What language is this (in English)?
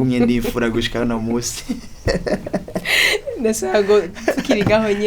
Rundi